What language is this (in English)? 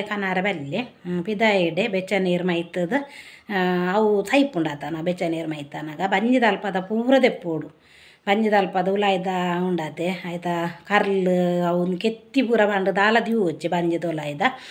Tulu